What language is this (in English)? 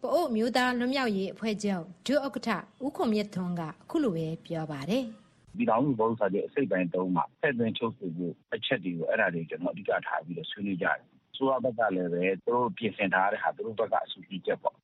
Burmese